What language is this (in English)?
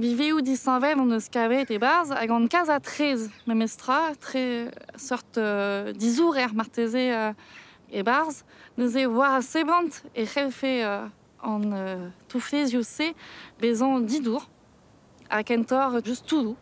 Breton